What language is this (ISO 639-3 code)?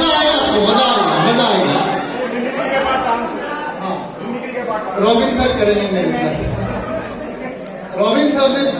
hin